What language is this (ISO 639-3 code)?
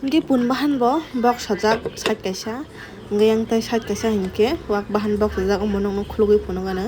trp